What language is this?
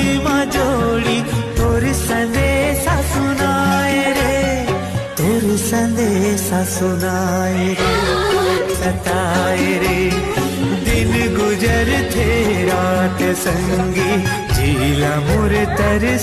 Chhattisgarhi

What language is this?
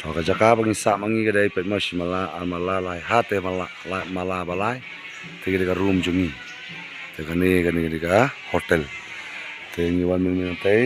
Khasi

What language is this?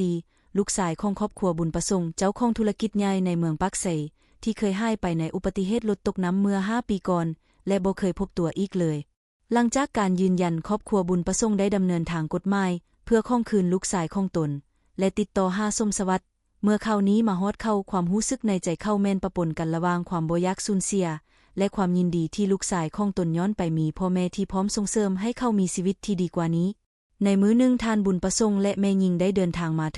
Lao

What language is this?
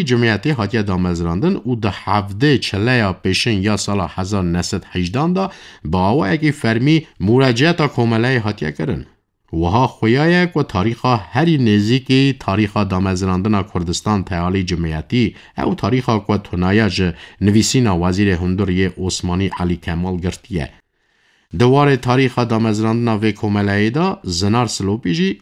Kurdish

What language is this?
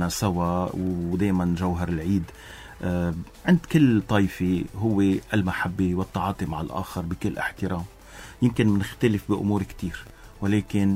North Levantine Arabic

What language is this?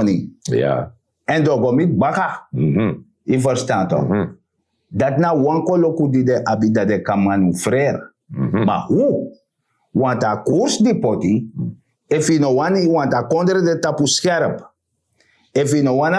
Sranan Tongo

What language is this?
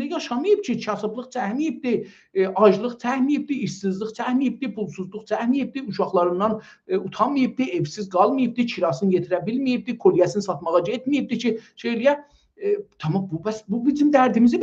South Azerbaijani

